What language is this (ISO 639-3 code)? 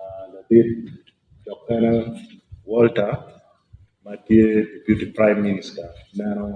ach